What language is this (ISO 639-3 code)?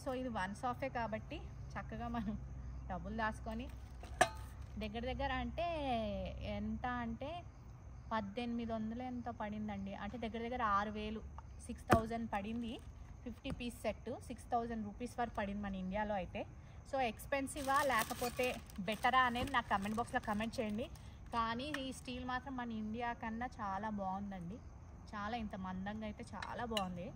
tel